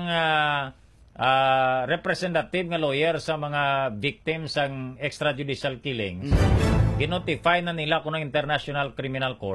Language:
Hiligaynon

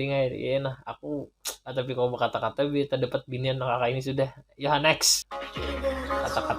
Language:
Banjar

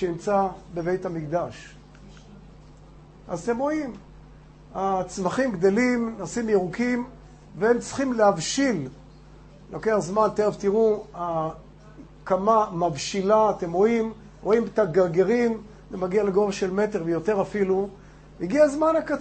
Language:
Hebrew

